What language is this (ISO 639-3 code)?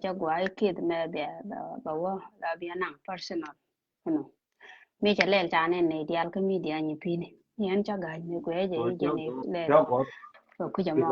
nus